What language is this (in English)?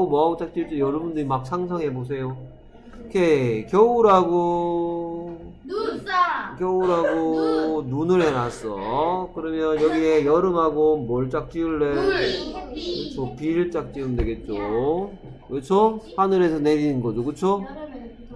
Korean